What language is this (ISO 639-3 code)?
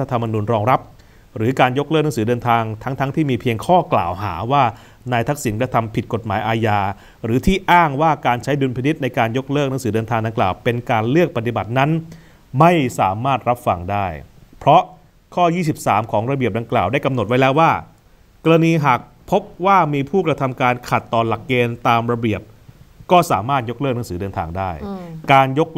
tha